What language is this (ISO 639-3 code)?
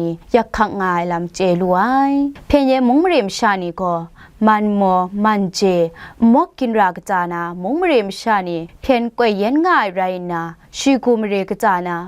kac